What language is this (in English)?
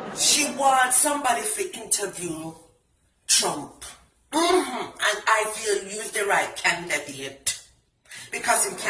Jamaican Creole English